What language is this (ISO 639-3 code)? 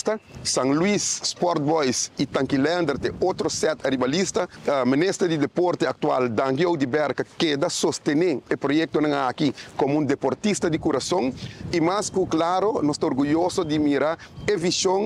pap